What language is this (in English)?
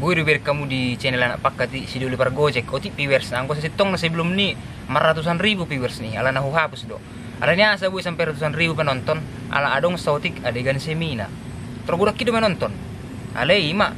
Batak Toba